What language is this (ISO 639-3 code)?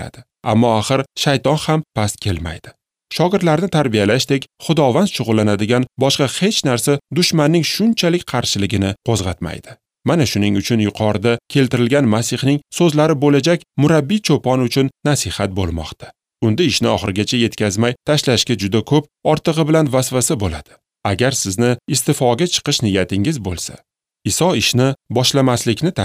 uzb